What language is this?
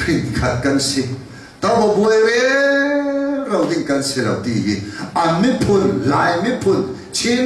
Falam Chin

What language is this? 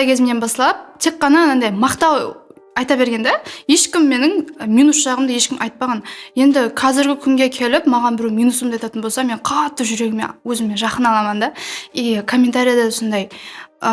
Kara-Kalpak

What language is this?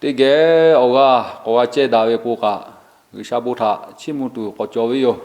Lahu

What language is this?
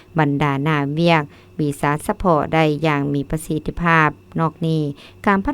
Lao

